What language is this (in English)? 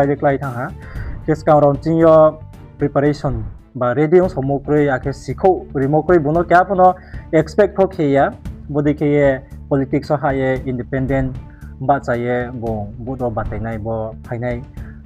Riang (India)